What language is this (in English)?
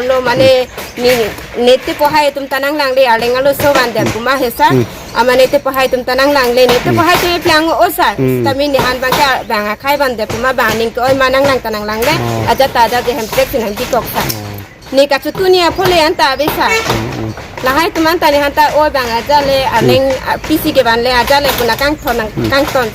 Karbi